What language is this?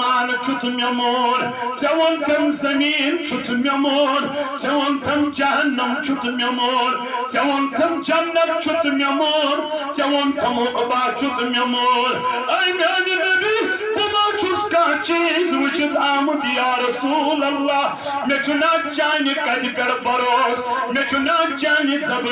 Kashmiri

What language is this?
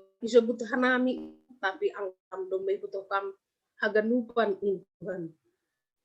Batak Simalungun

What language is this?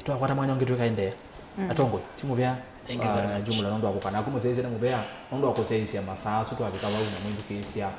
Kamba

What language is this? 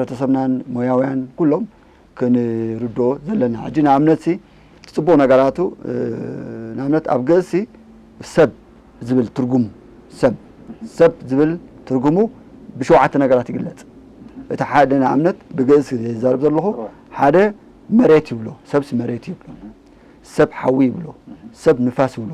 Tigrinya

